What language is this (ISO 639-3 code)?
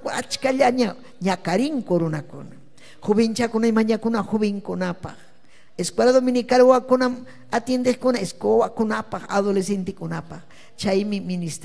quy